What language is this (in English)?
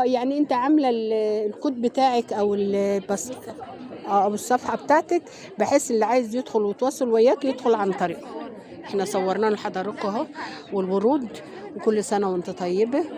Egyptian Arabic